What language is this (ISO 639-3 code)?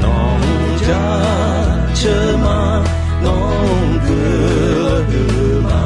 ahk